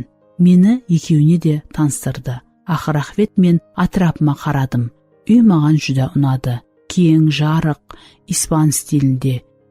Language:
Kara-Kalpak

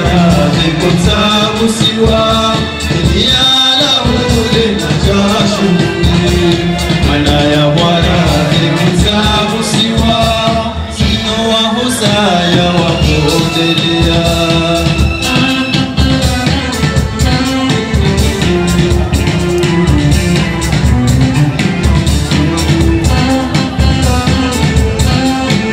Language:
Swahili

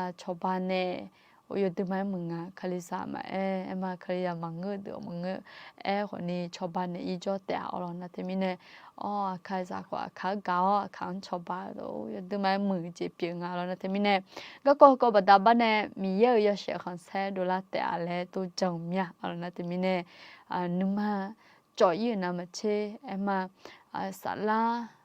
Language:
Akha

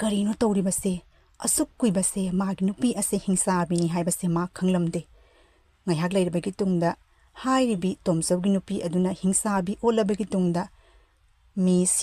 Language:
Manipuri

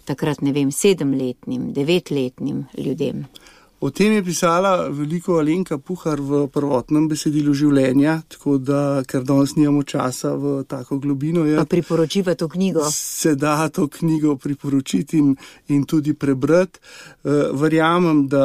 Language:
Slovenian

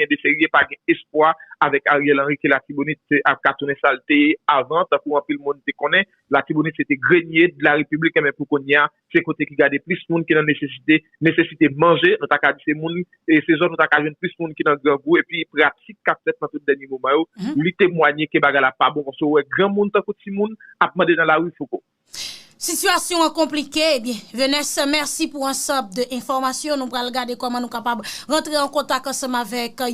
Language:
Haitian Creole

